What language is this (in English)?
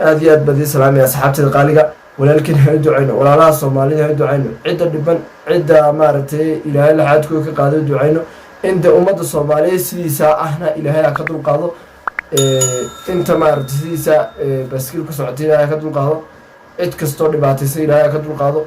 Somali